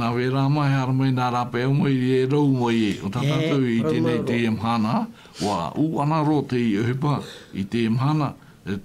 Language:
Tahitian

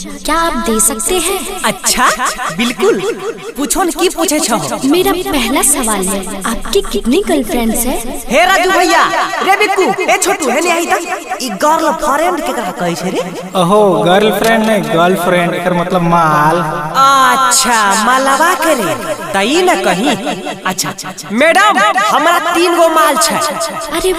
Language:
Maithili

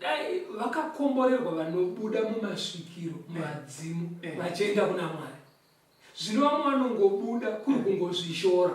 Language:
Shona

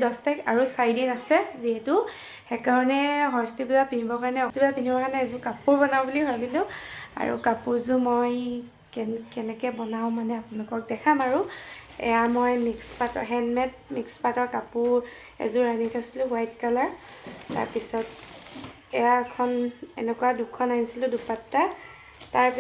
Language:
Assamese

